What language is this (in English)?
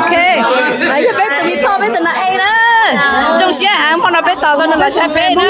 Hmong